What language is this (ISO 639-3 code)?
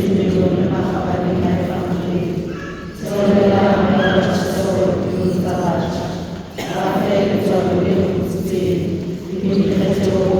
sot